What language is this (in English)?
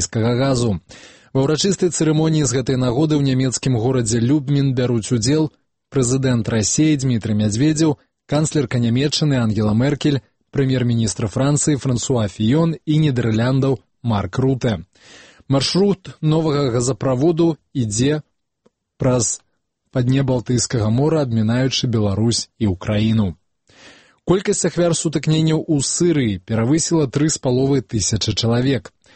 Belarusian